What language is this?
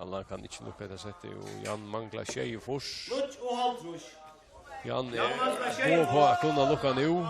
Faroese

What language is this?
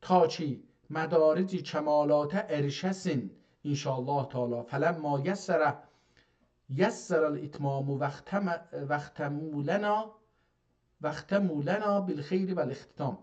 South Azerbaijani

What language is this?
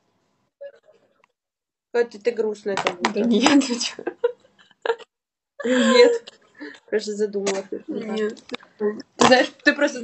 Russian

